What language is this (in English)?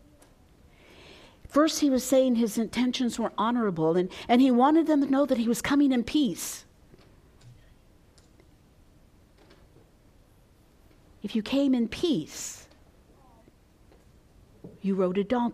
English